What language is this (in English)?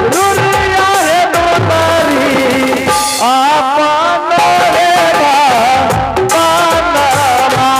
Angika